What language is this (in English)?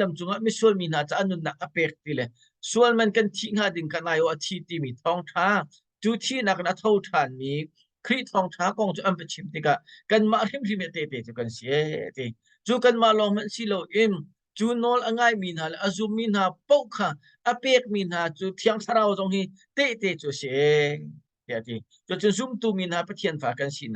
Hakha Chin